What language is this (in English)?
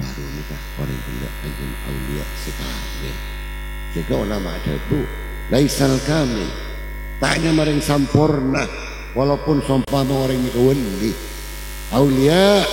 Madurese